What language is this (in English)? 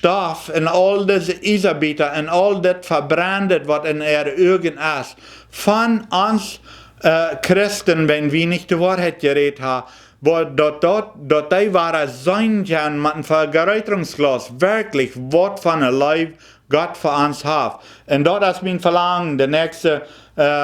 Plautdietsch